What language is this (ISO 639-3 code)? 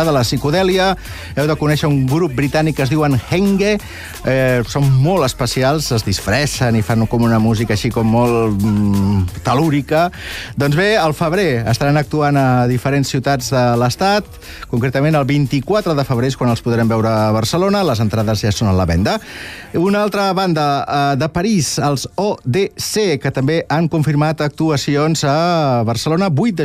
cat